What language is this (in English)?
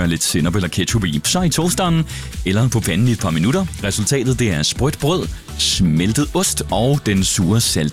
Danish